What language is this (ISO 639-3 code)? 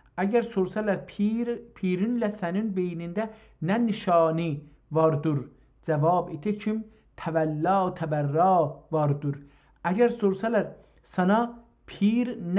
azb